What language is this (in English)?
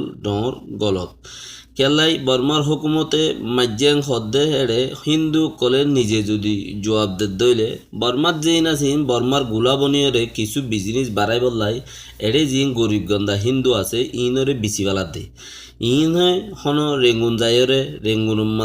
Rohingya